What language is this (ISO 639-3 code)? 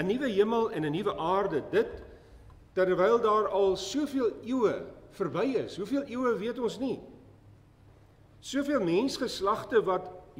afr